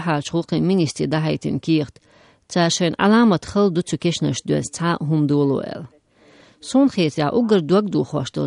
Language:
Chechen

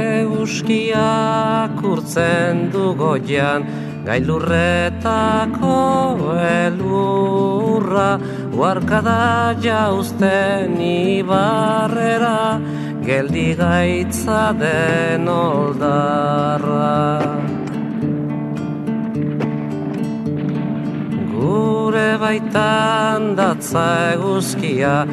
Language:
Basque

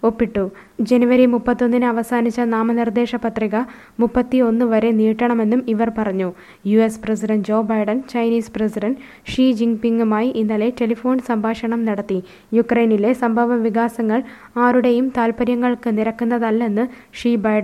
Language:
Malayalam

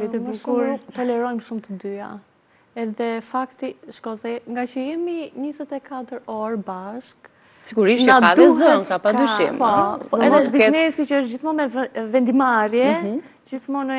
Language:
Albanian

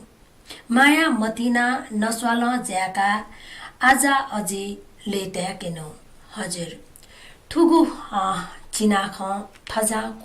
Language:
Newari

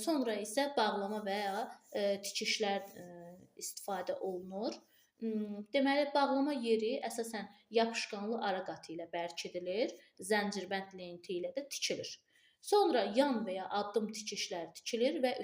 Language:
Azerbaijani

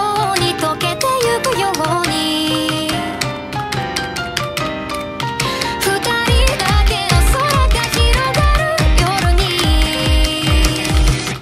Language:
Japanese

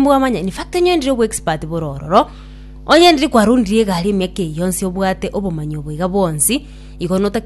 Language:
Gusii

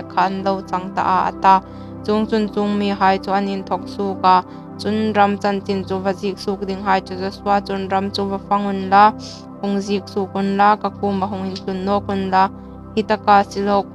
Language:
Hmar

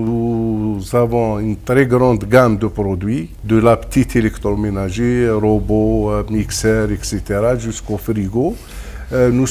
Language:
French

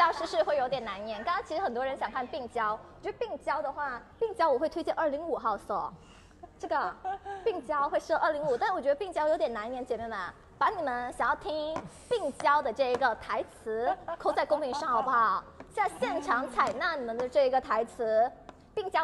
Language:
Chinese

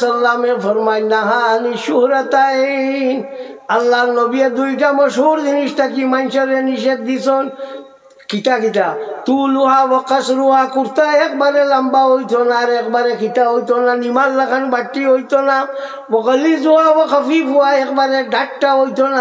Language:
Sylheti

